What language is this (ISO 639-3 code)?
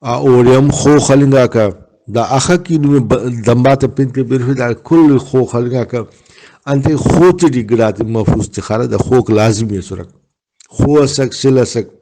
brh